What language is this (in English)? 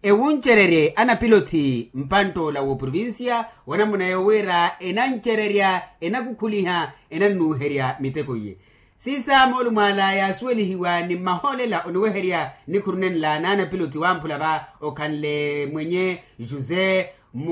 Makhuwa